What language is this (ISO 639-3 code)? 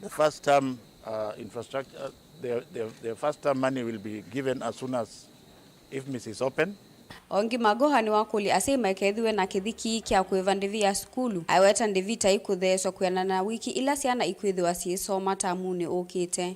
kam